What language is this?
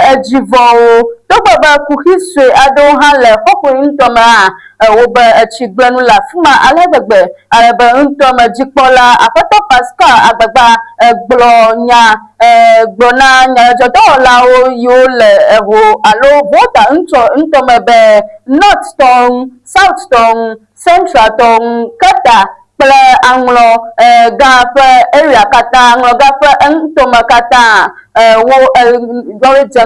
Ewe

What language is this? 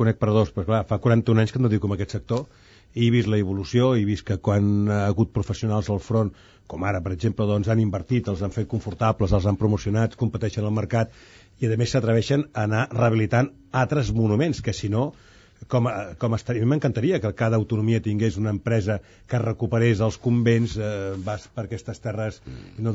Catalan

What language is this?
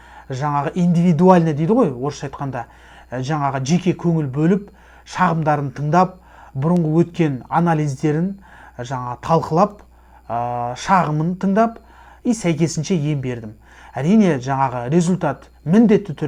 Kazakh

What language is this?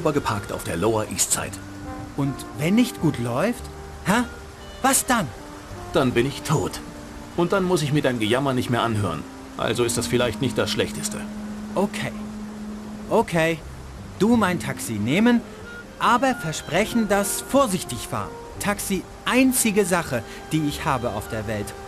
Bavarian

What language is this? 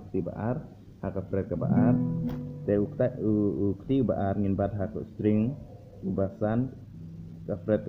Khasi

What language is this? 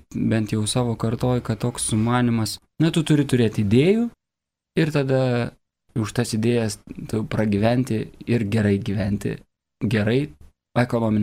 Lithuanian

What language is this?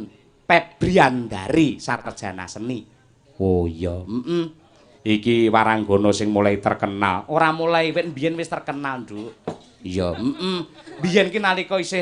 Javanese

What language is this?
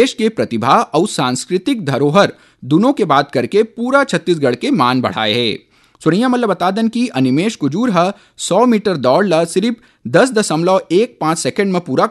Chhattisgarhi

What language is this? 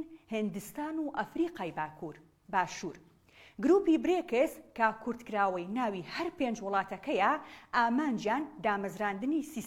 Central Kurdish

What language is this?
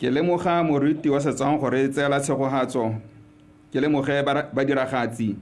Tswana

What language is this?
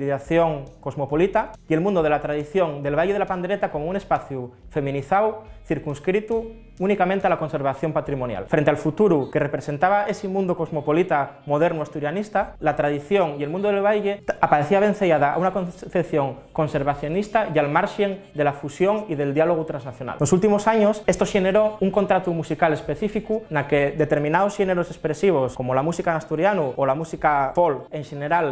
Asturian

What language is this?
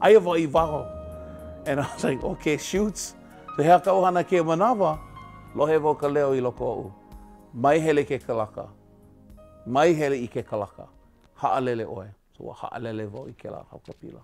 Hawaiian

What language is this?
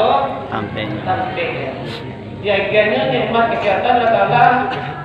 Minangkabau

